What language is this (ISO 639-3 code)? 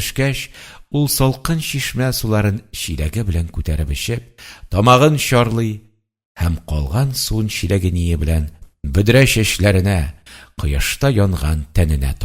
tat